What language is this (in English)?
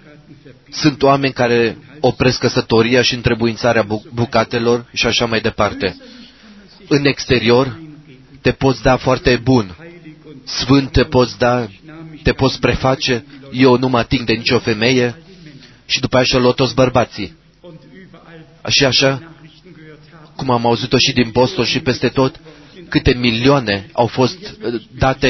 Romanian